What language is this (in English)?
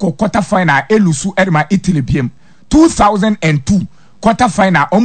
Akan